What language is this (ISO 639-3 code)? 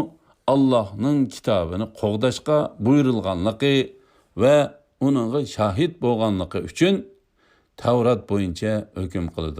uig